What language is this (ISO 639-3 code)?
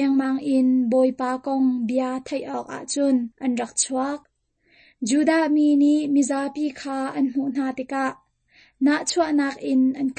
cnh